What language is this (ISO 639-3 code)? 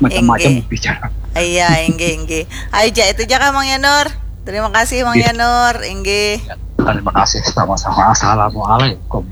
bjn